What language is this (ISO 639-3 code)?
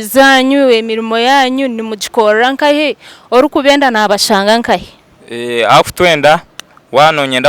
nyn